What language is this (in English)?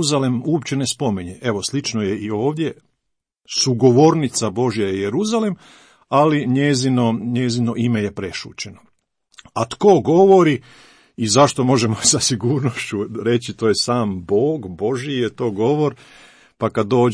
Croatian